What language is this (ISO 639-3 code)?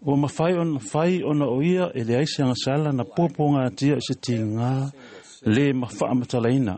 smo